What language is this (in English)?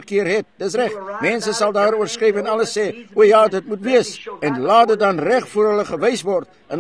Afrikaans